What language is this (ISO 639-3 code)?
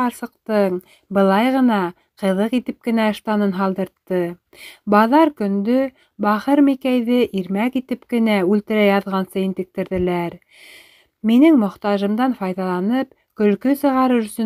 bak